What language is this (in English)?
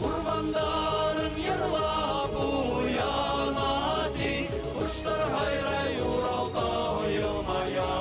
Bashkir